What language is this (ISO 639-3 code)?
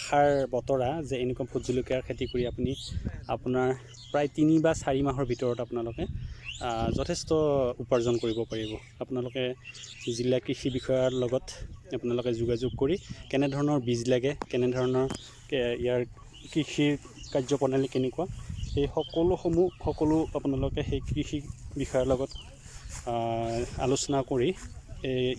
asm